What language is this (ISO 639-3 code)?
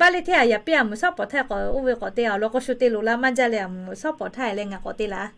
lhu